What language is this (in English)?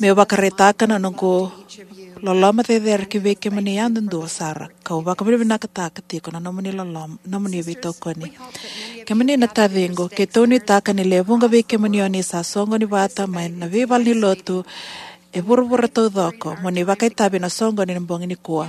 Fijian